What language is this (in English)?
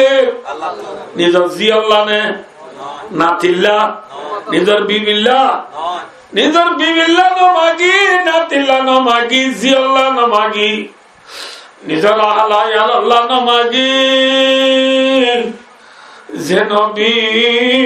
Rohingya